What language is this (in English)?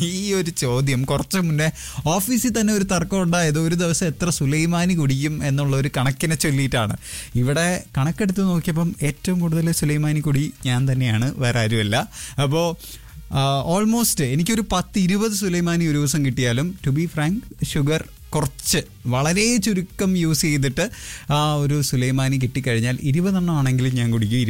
Malayalam